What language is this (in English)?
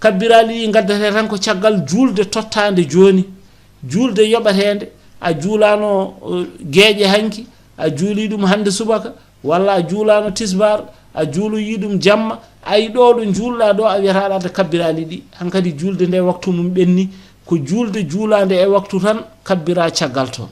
Fula